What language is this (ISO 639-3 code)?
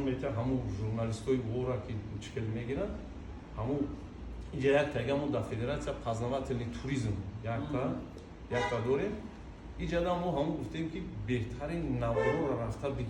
tgk